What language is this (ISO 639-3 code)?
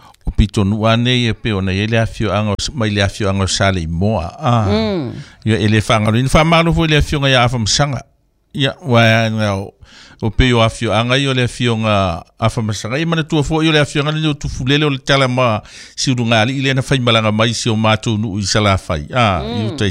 smo